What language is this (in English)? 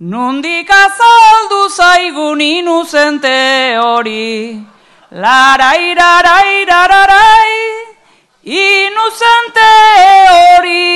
Basque